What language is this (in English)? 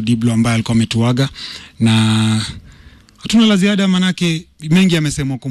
Swahili